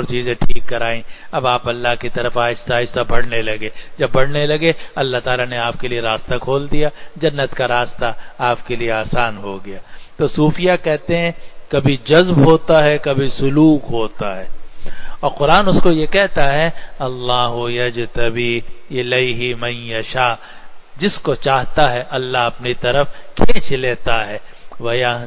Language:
Urdu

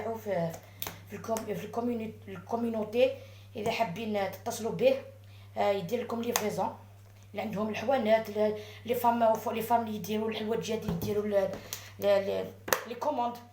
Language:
Algerian Arabic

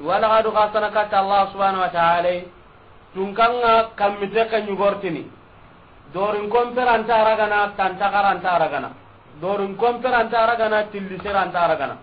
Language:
Soninke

